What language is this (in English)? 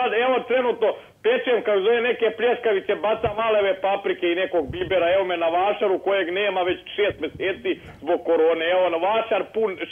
Bosnian